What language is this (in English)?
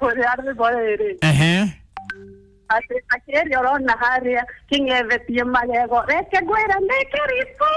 Kikuyu